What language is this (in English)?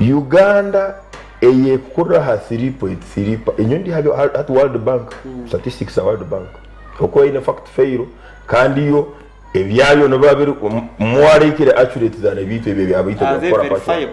Nyankole